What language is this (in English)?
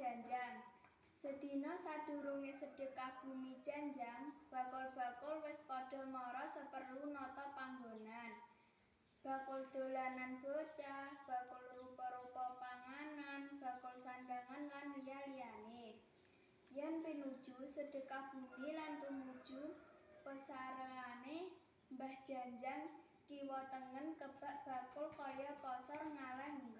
Javanese